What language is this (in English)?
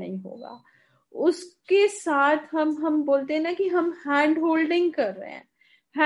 Hindi